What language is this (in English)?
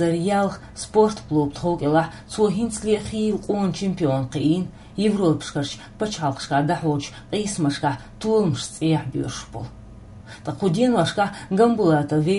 Chechen